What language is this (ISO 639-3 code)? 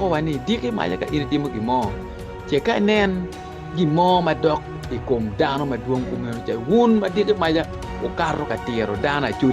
ach